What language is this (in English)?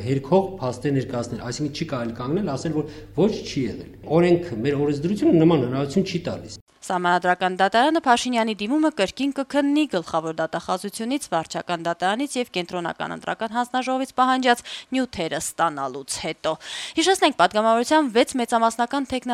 Armenian